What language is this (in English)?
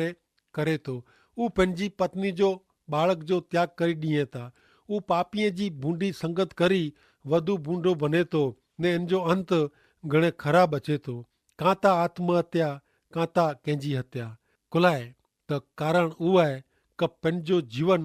Kachhi